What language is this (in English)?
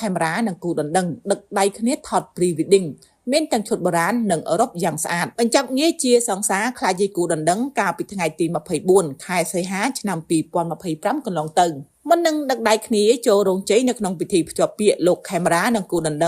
Khmer